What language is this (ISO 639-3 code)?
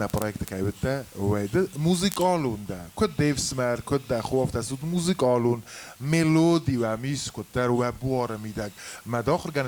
oss